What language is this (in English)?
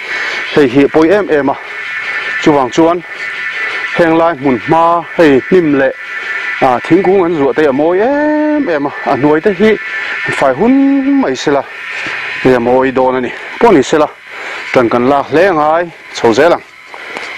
Mizo